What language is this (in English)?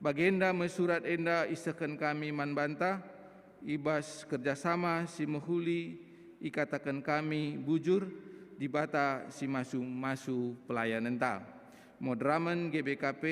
Batak Karo